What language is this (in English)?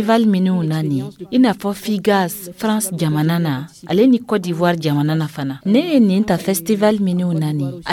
Dyula